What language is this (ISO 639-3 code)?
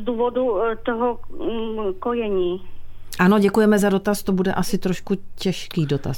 ces